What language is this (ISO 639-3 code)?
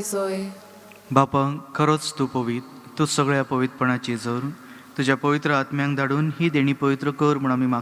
kok